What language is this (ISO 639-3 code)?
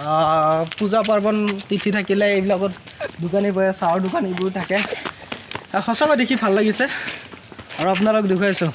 asm